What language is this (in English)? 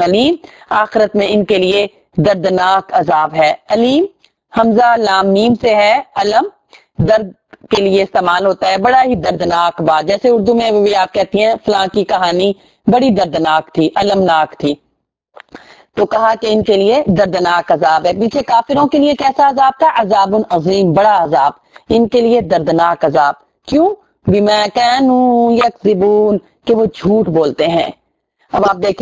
Urdu